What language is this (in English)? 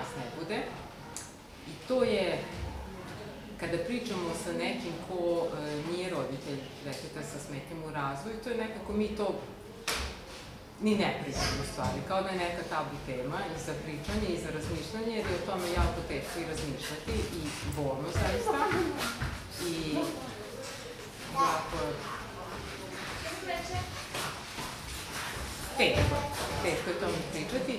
Serbian